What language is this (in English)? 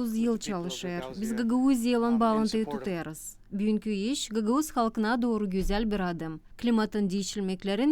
Gagauz